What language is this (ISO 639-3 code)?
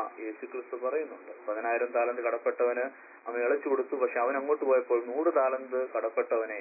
mal